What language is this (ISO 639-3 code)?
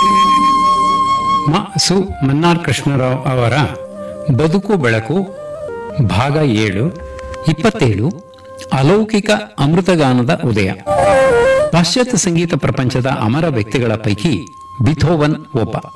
kan